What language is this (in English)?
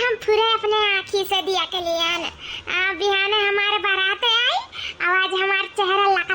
Awadhi